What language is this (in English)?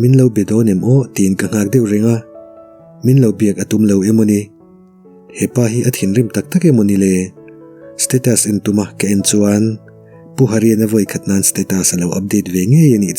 Mizo